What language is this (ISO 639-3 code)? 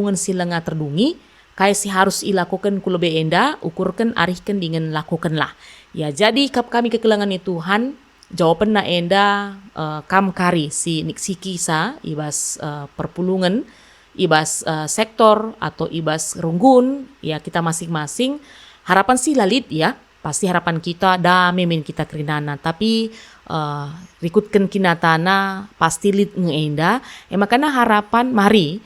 btx